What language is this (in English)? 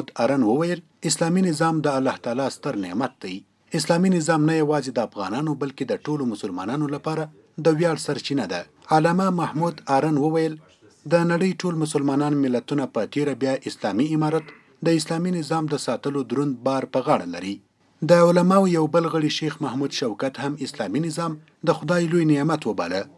Pashto